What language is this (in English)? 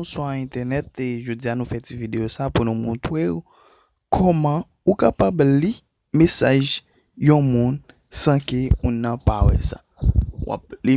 Haitian Creole